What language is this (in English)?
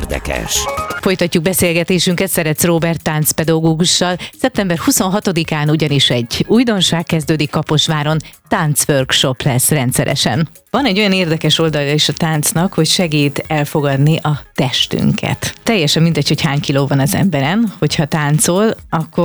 Hungarian